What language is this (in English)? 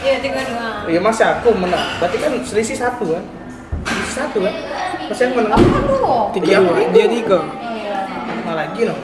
Musi